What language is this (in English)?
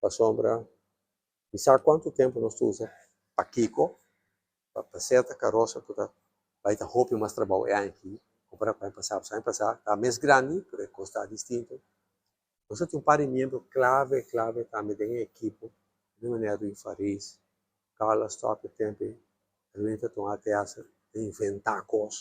Papiamento